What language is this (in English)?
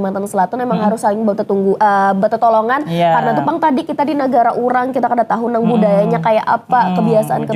Banjar